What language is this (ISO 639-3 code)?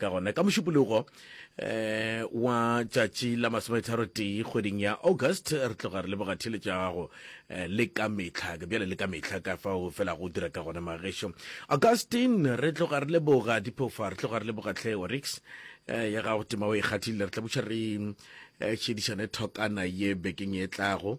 nso